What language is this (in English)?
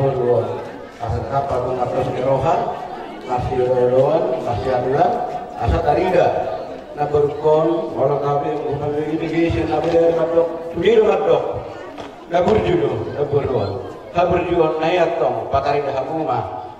Batak Toba